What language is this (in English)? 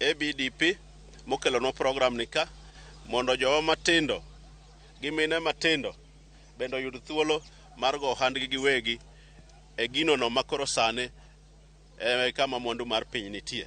Luo (Kenya and Tanzania)